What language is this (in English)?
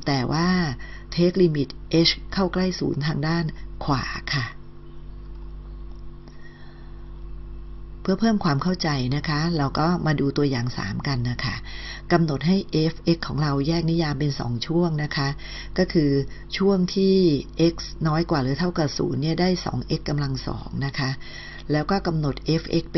Thai